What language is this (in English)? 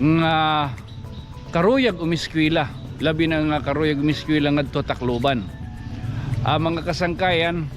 Waray